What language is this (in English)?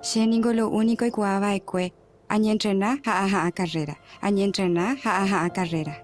Guarani